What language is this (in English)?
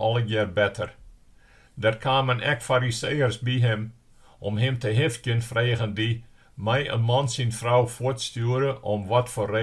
Western Frisian